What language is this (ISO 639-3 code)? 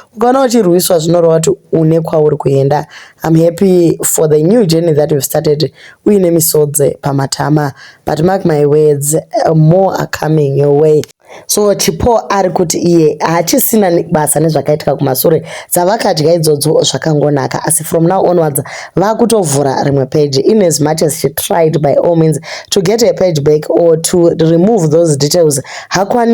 sna